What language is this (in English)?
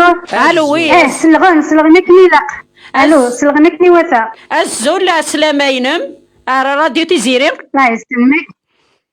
Kabyle